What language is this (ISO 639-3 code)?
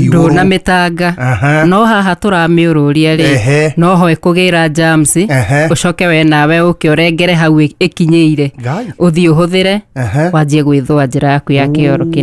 kik